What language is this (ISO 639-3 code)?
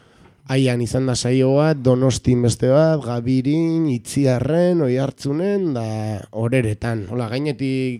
eus